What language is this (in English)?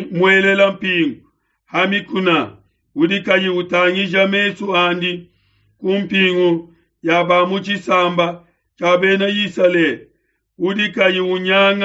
Luba-Lulua